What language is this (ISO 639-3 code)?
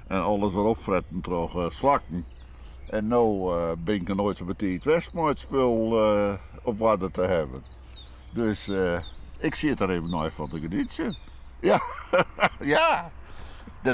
fry